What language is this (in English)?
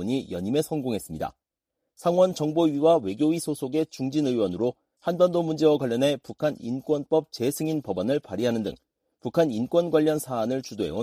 Korean